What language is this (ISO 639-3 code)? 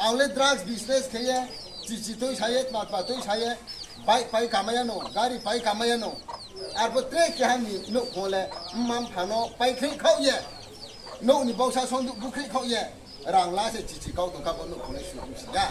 ria